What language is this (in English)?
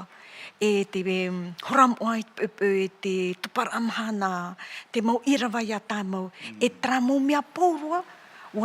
Tahitian